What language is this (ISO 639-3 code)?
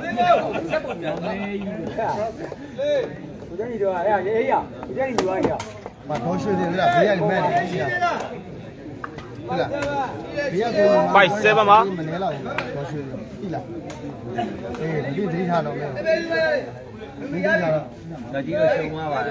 mya